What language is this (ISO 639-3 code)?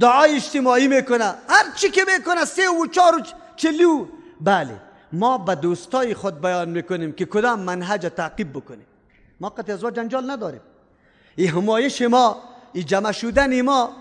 fas